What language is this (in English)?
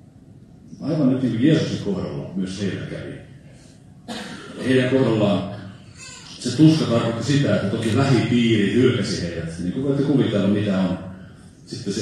Finnish